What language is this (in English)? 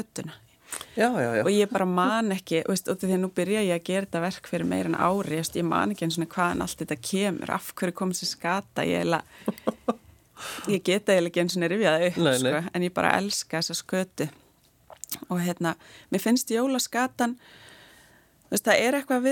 Icelandic